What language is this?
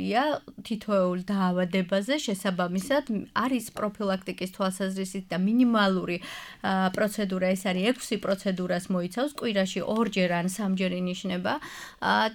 Georgian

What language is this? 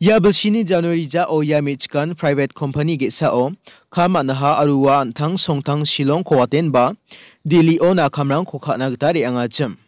Garo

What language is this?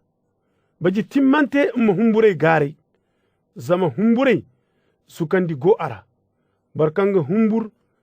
Zarma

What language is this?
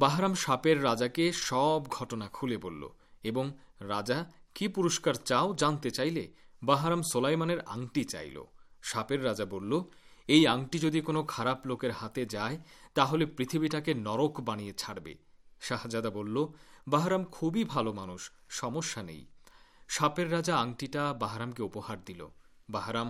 Bangla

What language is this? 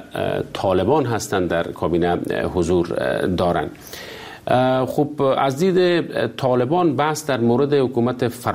Persian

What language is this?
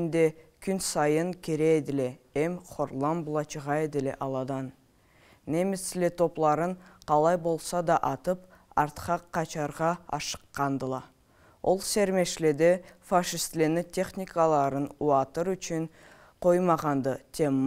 Karachay-Balkar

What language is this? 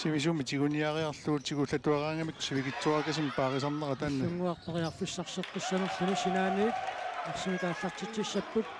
Kalaallisut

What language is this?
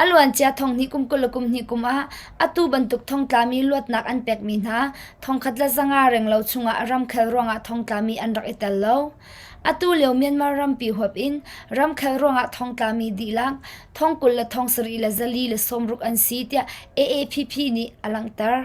Hakha Chin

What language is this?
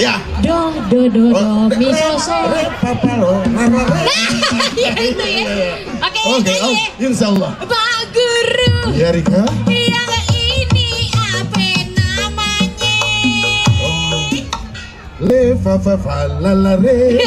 Betawi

